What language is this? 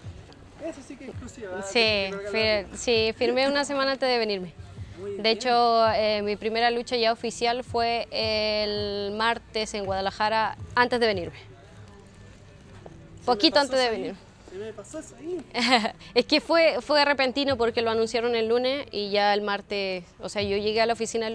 Spanish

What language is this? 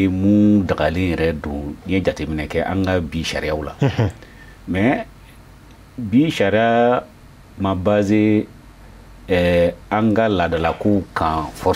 Bambara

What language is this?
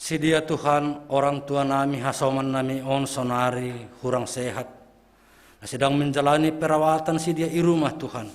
Batak Simalungun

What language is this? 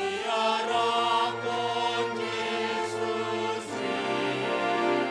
Batak Simalungun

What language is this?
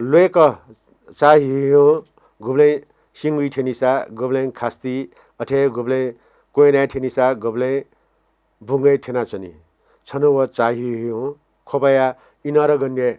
Newari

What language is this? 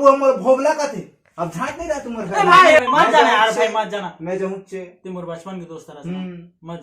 Chhattisgarhi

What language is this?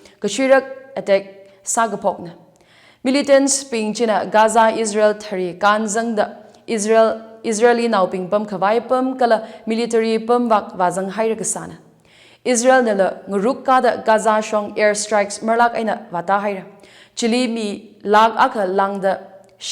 Tangkhul Naga (India)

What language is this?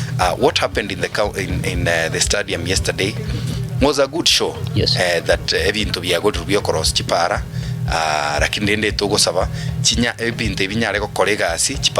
Gusii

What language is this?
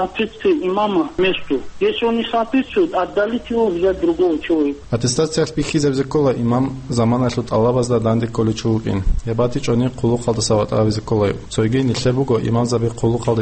Avaric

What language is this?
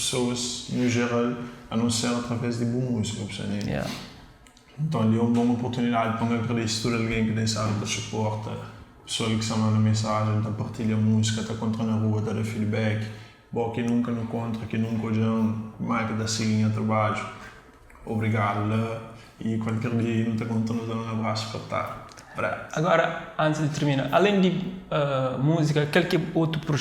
Kabuverdianu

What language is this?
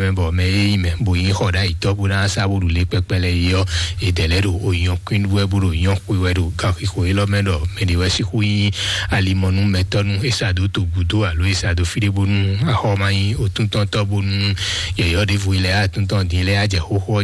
Fon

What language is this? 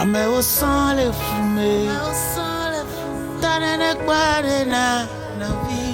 Ewe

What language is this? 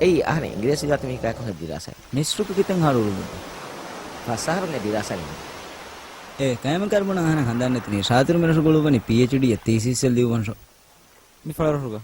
Divehi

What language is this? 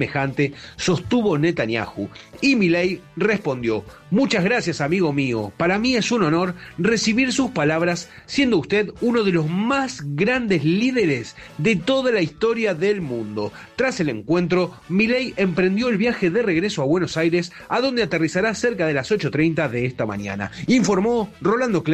Spanish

